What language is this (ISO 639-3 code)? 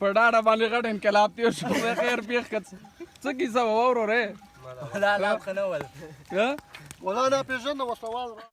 pus